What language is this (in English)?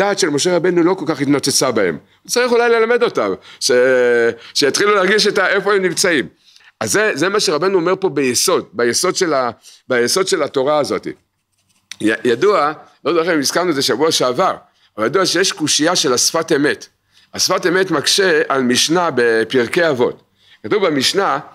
Hebrew